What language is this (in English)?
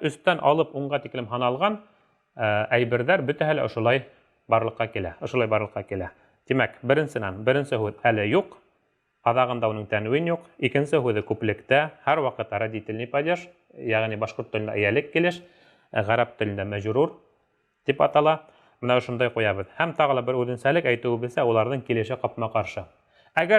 Bashkir